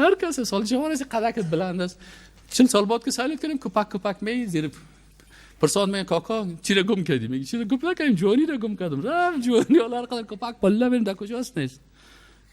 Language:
Persian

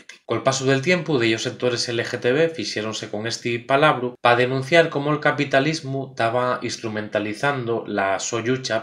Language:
Asturian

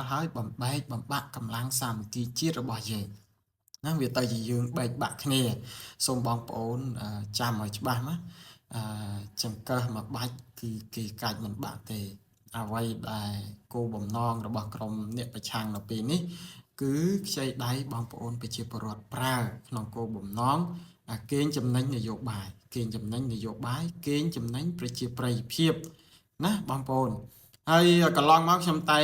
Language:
Khmer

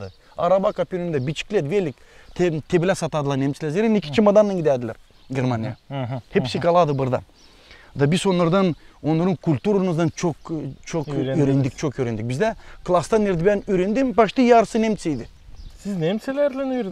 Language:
Gagauz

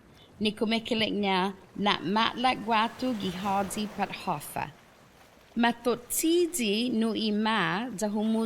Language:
Chamorro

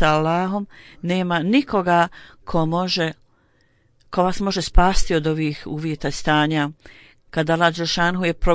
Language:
Bosnian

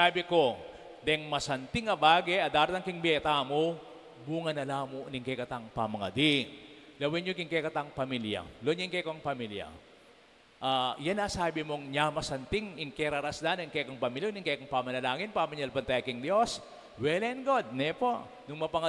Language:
Pampanga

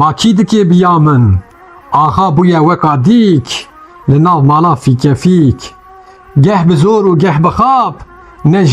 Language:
Kurdish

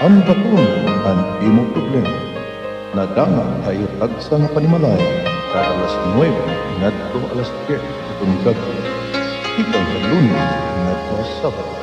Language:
Waray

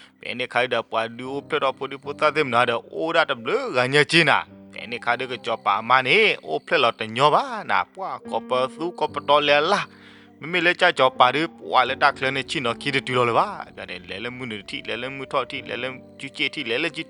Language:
S'gaw Karen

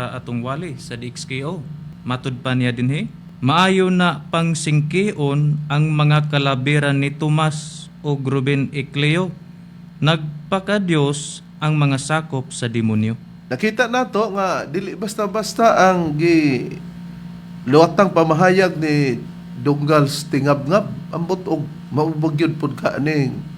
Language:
Cebuano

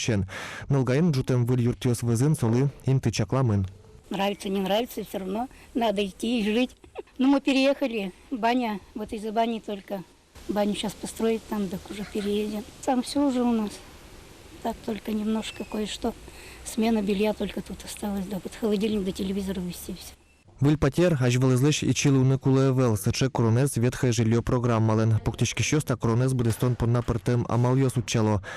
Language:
Udmurt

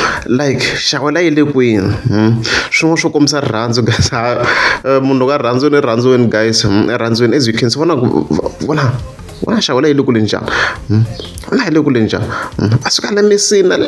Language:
Tsonga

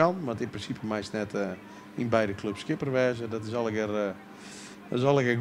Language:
Western Frisian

